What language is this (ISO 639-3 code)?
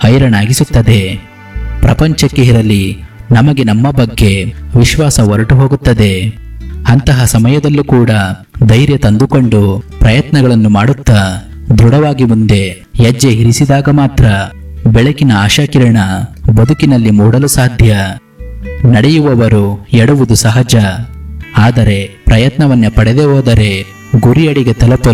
kan